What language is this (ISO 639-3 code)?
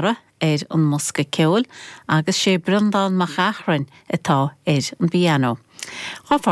gle